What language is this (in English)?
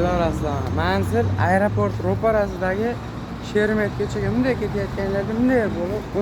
Uzbek